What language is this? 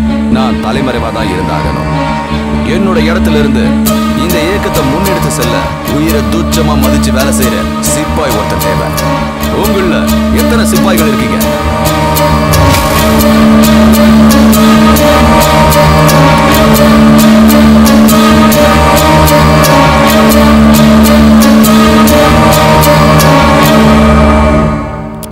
Tamil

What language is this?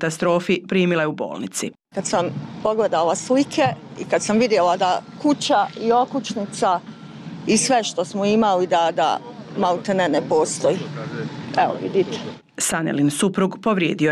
Bosnian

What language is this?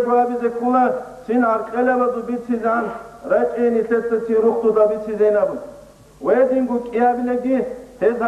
Avaric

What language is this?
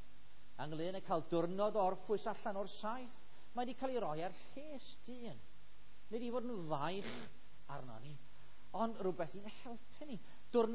Welsh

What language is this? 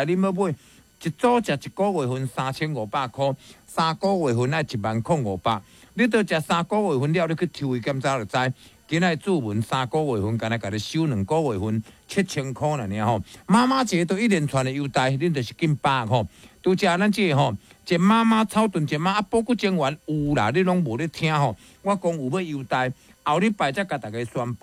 Min Nan Chinese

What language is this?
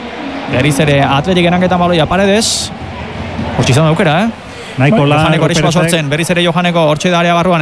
Basque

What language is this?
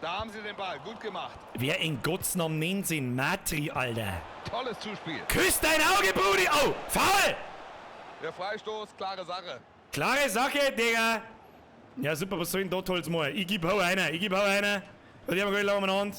Bavarian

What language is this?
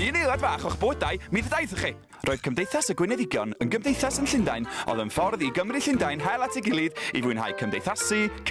Welsh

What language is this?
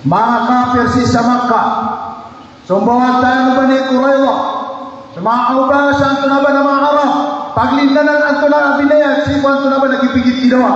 Maranao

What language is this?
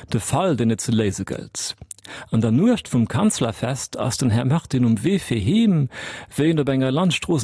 Luxembourgish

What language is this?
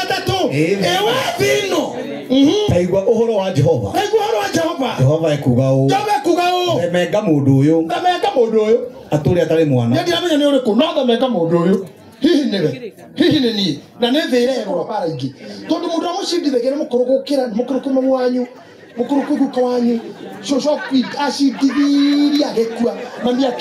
Kikuyu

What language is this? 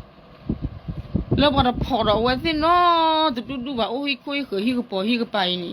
S'gaw Karen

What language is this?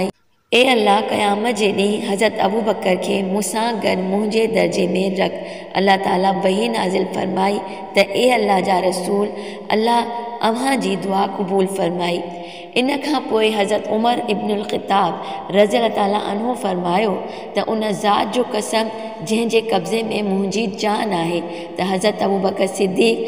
Sindhi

